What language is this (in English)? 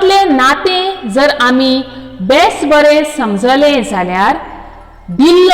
Konkani